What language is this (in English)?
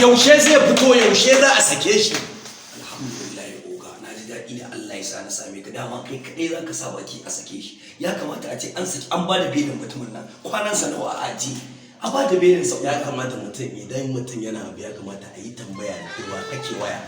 Hausa